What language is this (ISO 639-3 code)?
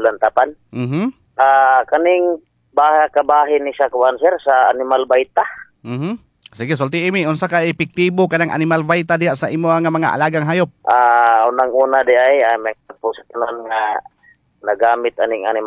ceb